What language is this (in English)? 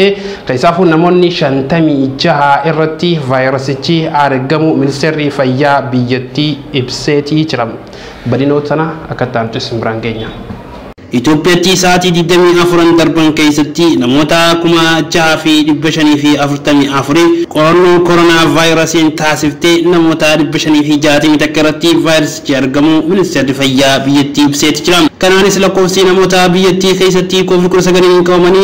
Oromo